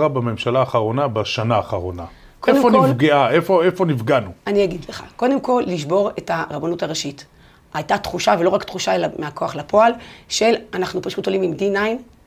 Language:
Hebrew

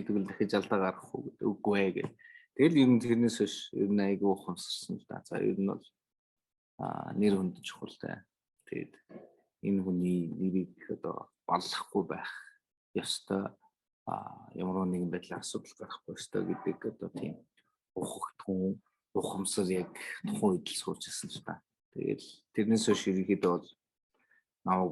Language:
Mongolian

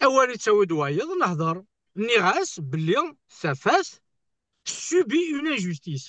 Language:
Kabyle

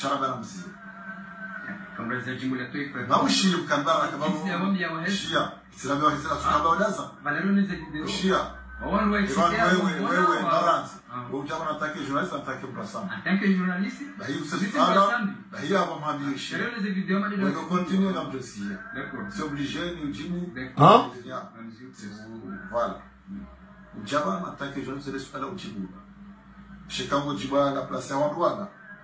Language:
Swahili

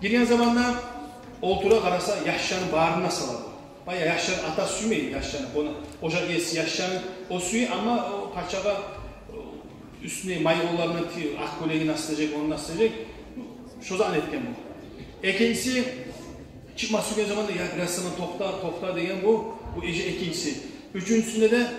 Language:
Kumyk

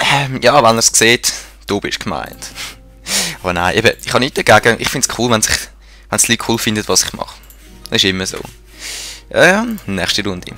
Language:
Swiss German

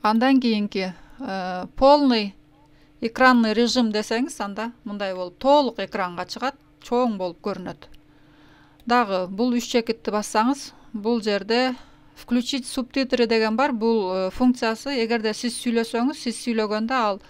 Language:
Kyrgyz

